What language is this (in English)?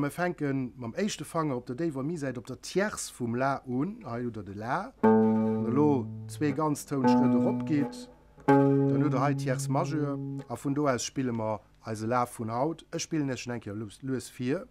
Luxembourgish